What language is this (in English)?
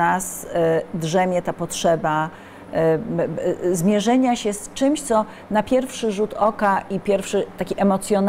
Polish